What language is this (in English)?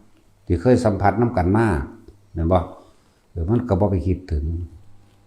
Lao